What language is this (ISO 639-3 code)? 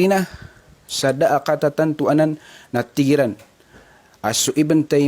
mrw